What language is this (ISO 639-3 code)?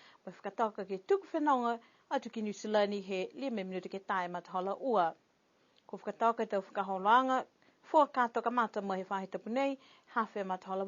niu